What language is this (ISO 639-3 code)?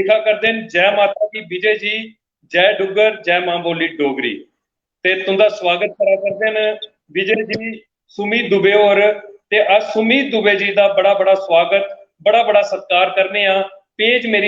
doi